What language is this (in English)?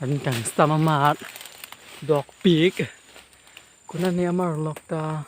Karbi